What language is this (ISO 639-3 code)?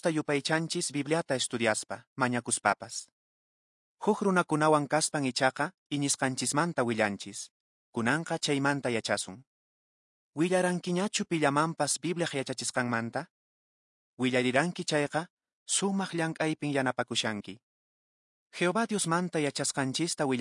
que